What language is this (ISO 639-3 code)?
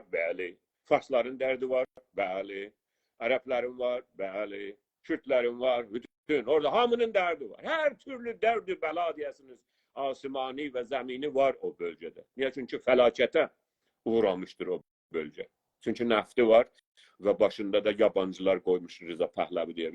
azb